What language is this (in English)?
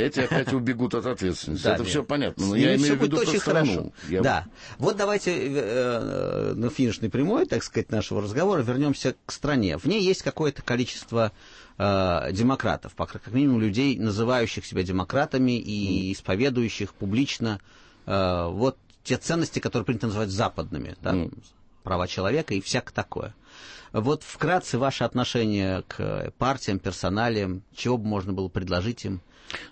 Russian